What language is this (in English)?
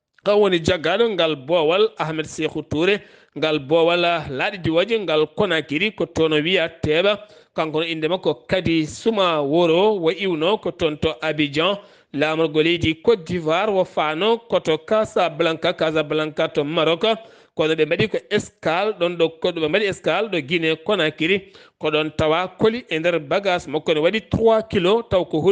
Fula